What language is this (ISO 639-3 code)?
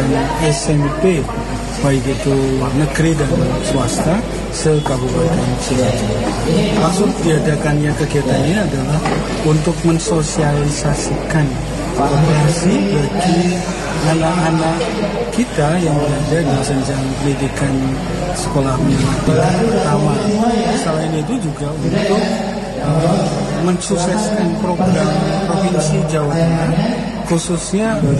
ind